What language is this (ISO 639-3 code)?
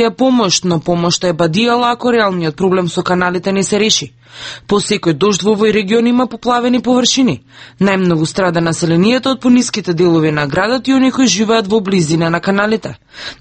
mkd